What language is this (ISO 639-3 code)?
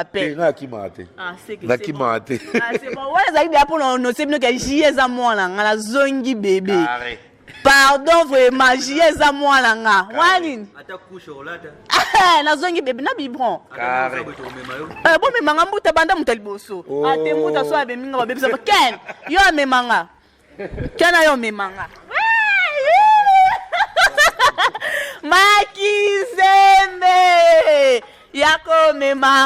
lin